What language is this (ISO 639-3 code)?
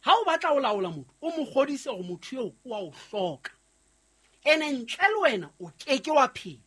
sot